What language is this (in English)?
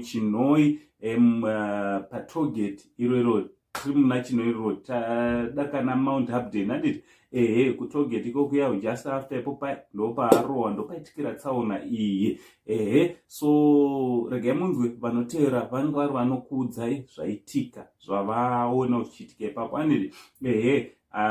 Shona